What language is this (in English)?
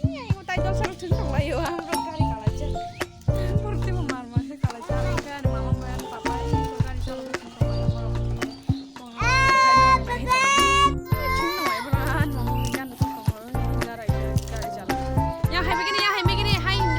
Kok Borok